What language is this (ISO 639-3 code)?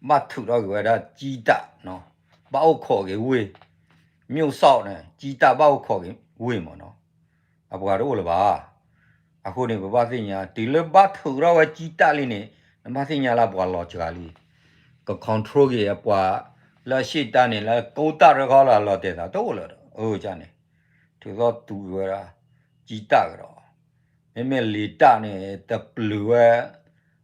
ksw